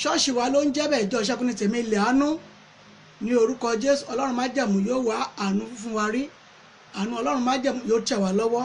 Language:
Yoruba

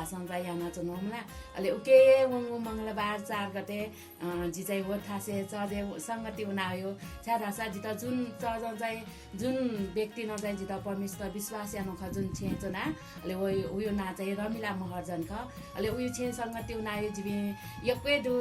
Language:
Newari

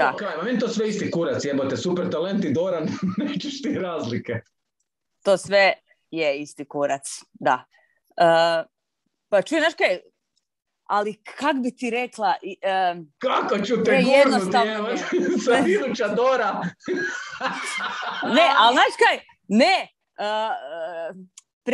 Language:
Croatian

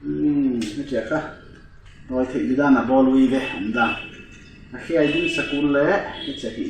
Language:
Paite Chin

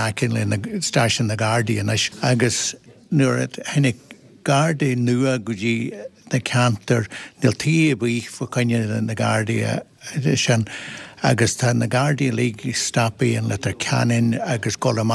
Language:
Irish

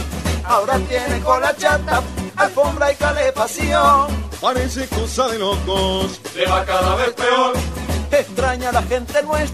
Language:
Spanish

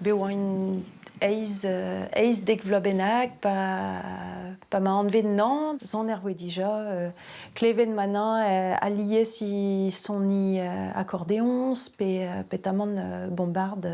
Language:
Breton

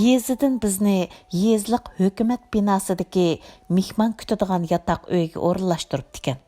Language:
Uyghur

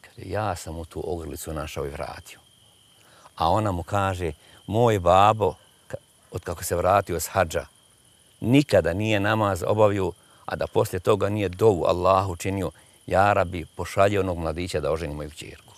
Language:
Bosnian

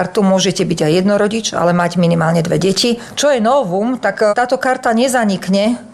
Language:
Slovak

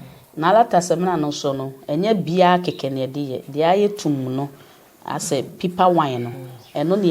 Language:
Akan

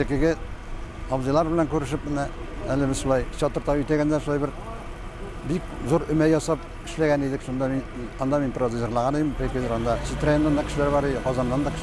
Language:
Tatar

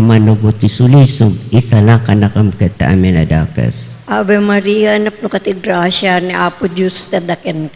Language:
Iloko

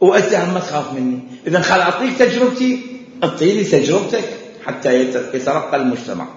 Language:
Mesopotamian Arabic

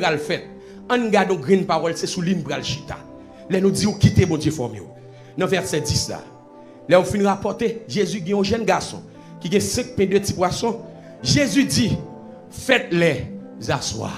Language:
Haitian Creole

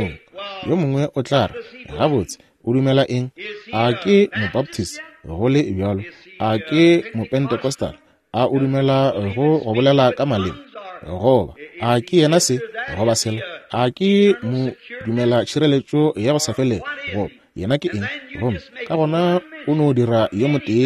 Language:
Northern Sotho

